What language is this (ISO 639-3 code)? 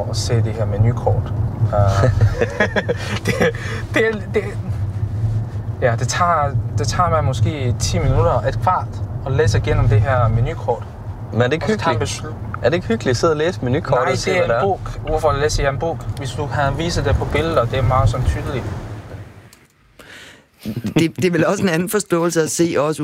dan